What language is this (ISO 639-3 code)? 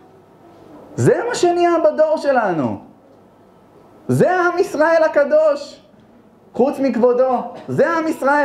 heb